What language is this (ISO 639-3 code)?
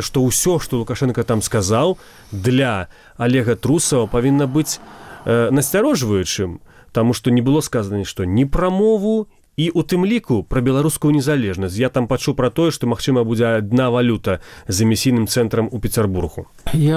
bel